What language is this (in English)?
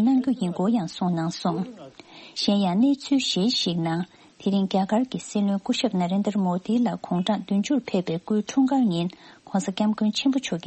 Tibetan